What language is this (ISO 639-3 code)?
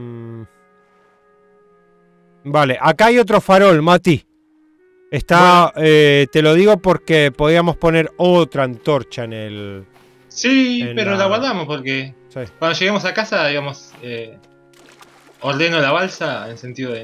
spa